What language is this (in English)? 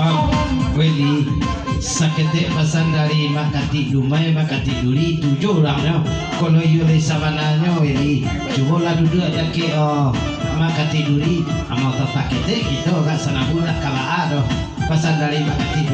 Minangkabau